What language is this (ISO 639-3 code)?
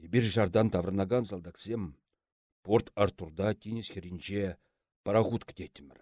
chv